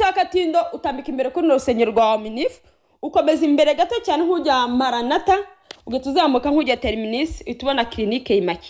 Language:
Kinyarwanda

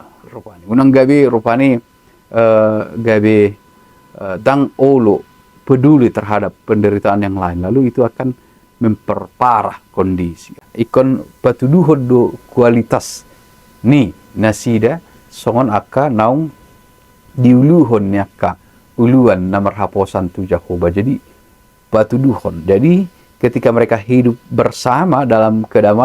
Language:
Batak Toba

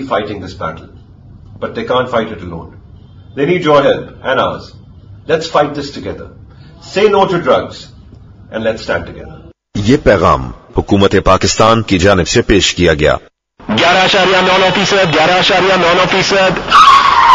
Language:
Urdu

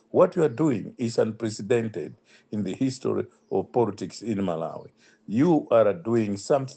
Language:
English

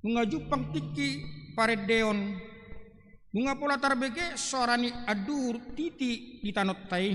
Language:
Batak Toba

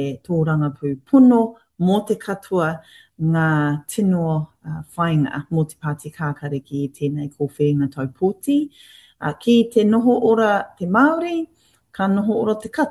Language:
Māori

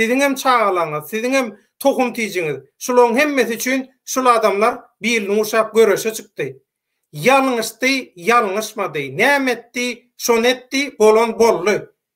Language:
Turkmen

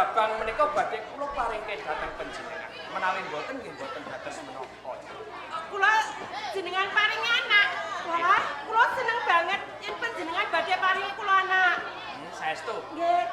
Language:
Javanese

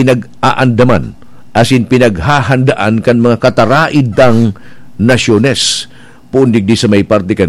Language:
Bikol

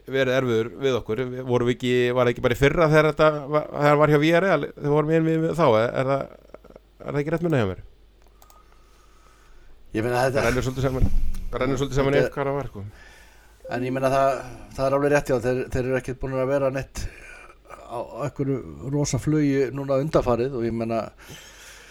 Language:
Icelandic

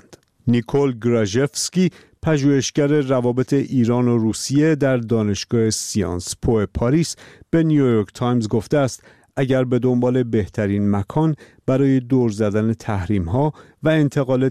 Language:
Persian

